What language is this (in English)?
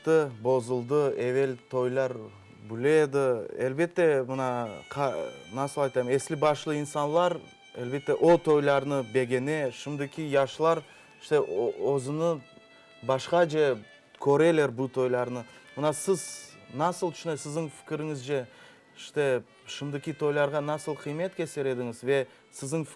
Crimean Tatar